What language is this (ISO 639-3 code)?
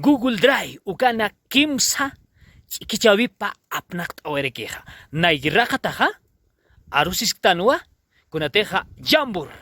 aym